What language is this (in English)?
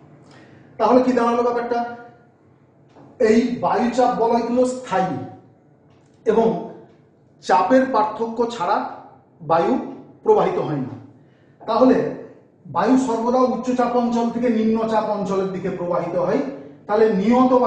Bangla